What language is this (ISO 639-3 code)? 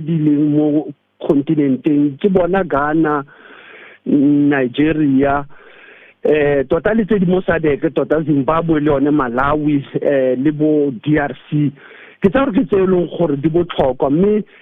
tsn